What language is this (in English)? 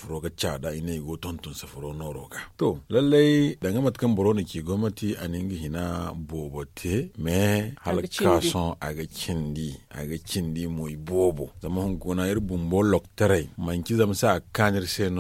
Zarma